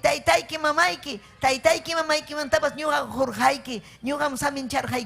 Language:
Ayacucho Quechua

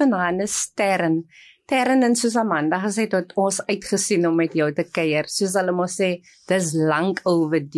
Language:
Afrikaans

